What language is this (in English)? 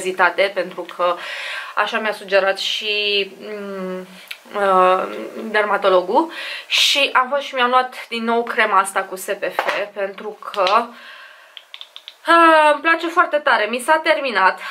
Romanian